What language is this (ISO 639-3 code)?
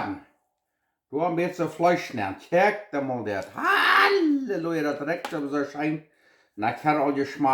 pdt